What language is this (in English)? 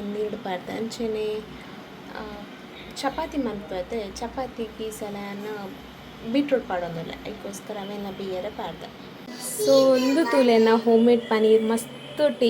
Tulu